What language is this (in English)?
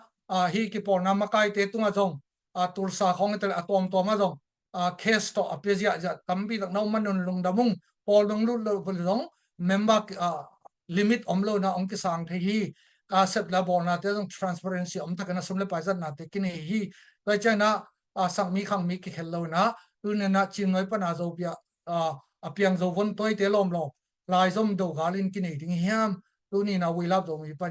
Tedim Chin